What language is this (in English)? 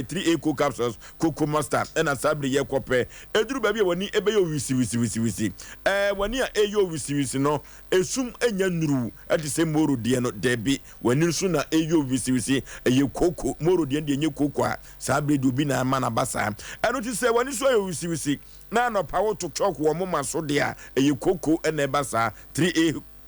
Akan